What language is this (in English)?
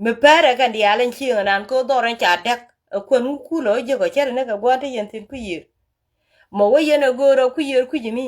Nuer